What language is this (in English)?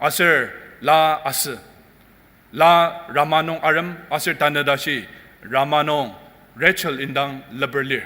Ao Naga